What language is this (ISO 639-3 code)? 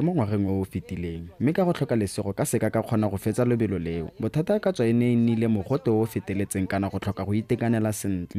tsn